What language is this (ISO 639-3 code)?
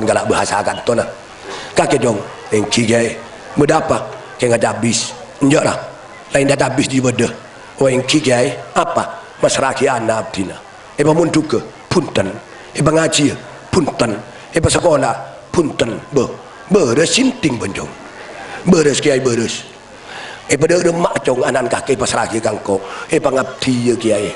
mad